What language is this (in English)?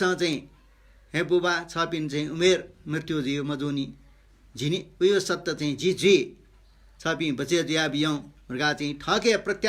Newari